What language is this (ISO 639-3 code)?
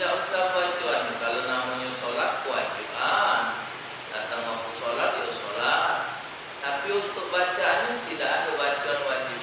mui